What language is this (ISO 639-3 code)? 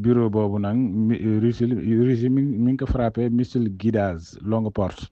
wol